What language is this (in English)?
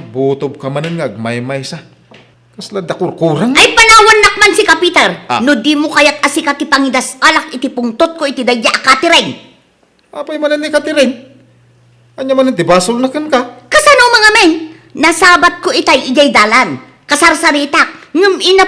Iloko